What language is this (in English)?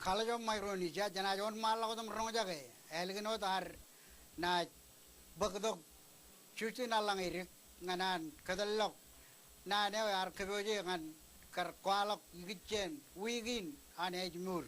Marshallese